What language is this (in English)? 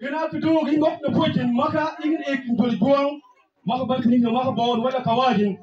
Mabaan